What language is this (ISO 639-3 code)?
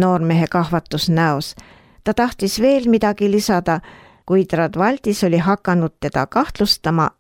est